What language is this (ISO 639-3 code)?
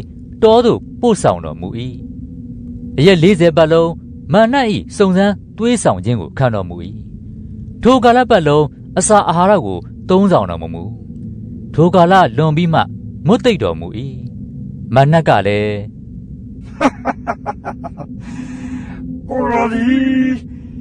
mya